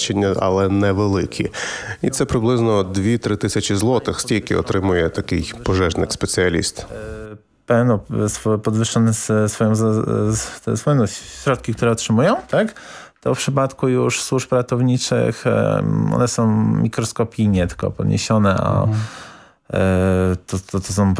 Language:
Ukrainian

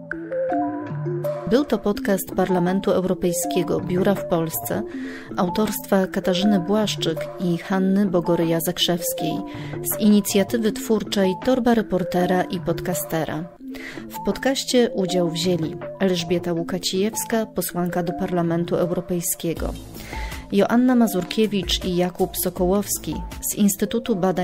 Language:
Polish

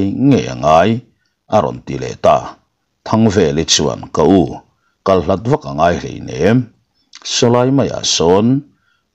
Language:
Mizo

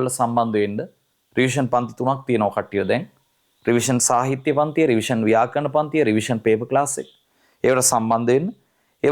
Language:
Sinhala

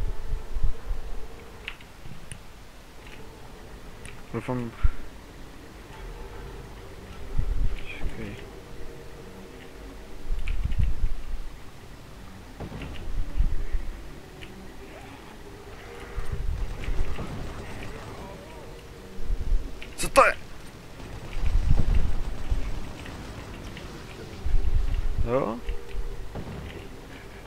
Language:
Czech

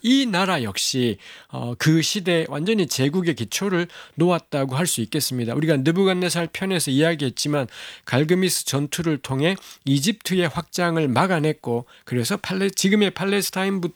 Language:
Korean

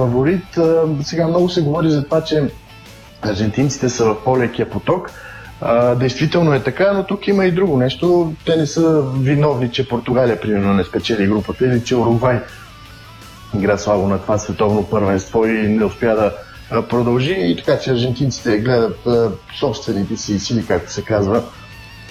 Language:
Bulgarian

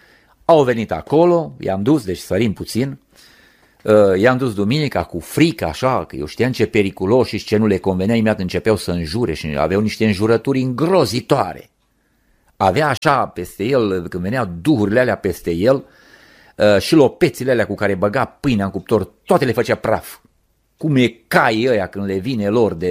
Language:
Romanian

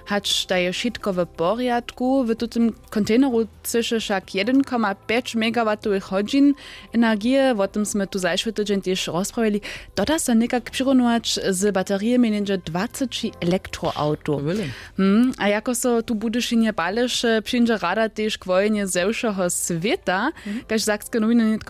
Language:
Upper Sorbian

